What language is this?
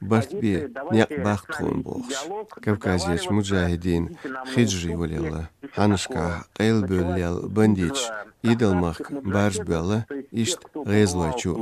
Chechen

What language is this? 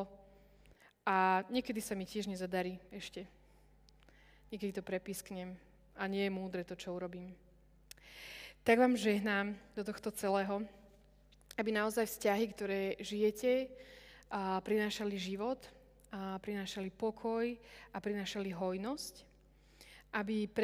Slovak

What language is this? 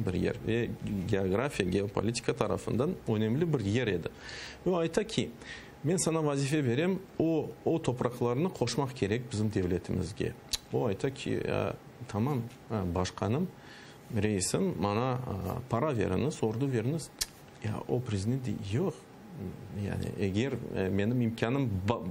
Crimean Tatar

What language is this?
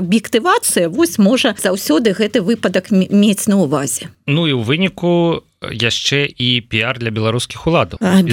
Belarusian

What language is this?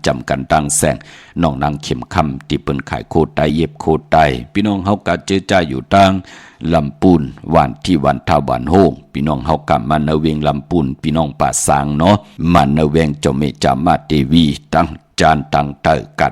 Shan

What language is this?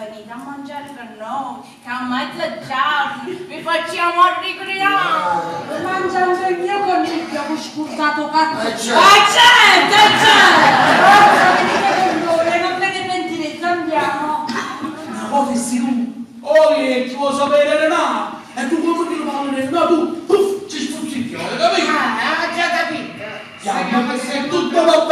Neapolitan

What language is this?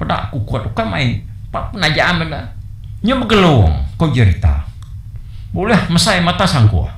Iban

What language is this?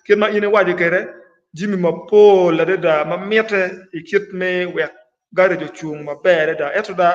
Acoli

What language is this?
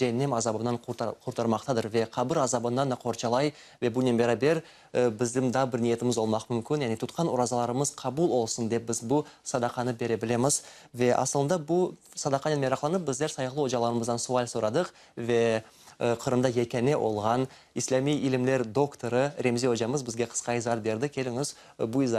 Crimean Tatar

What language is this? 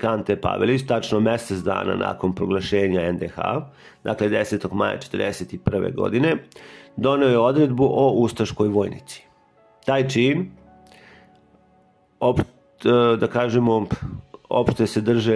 Serbian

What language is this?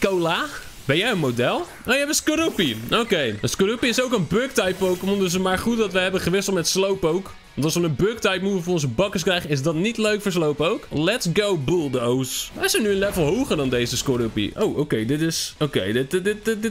Dutch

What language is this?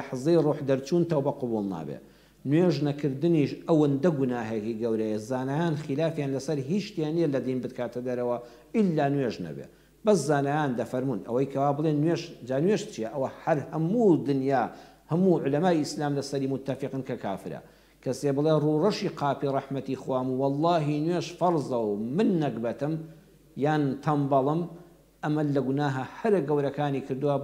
Central Kurdish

